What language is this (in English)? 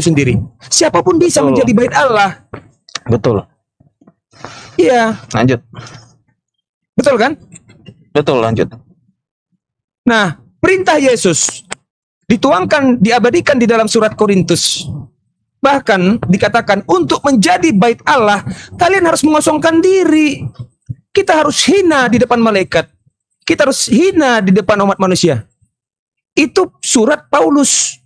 Indonesian